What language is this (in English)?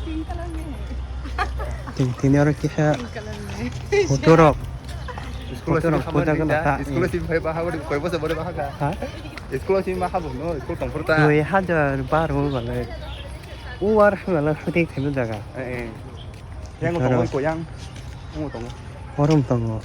Kok Borok